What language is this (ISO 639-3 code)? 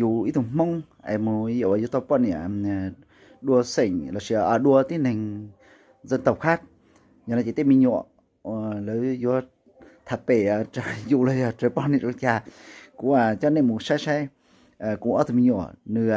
hmn